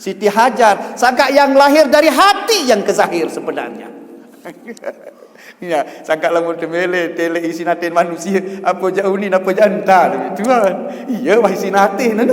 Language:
Sasak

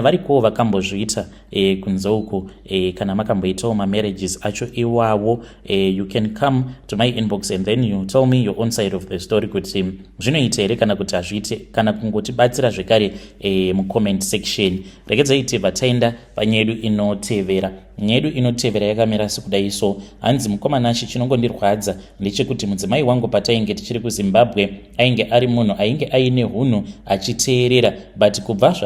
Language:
Shona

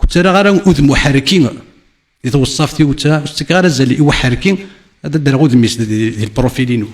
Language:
Kabyle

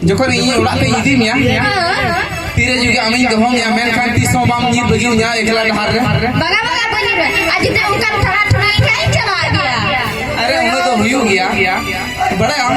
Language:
Santali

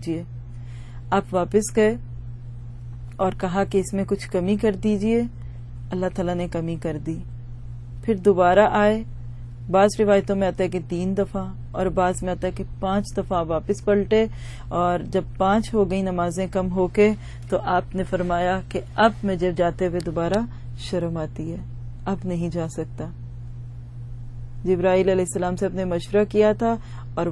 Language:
Urdu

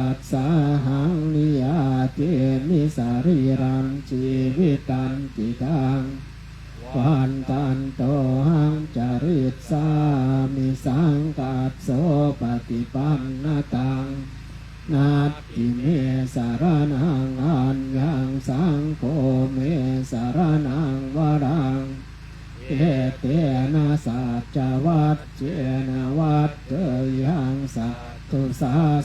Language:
Pali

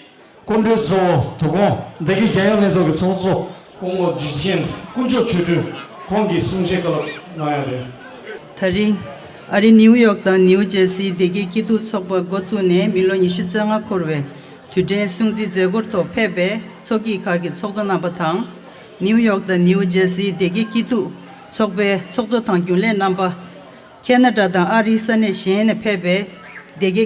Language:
Tibetan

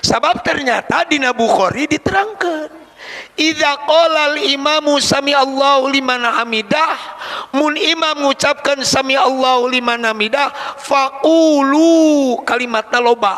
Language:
Sundanese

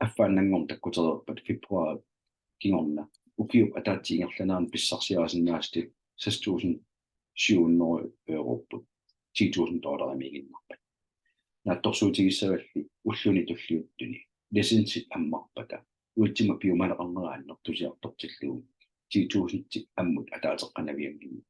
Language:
Kalaallisut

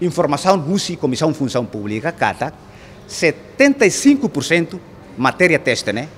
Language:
Tetum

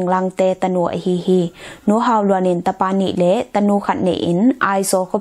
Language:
Tedim Chin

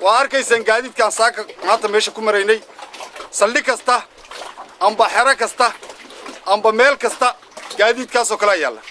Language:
Somali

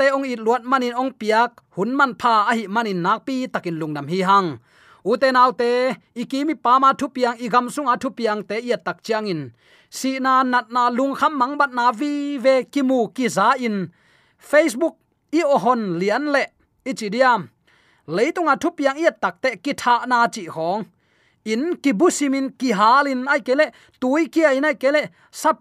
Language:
Tedim Chin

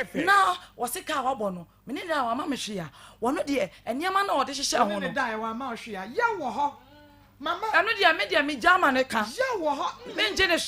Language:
Akan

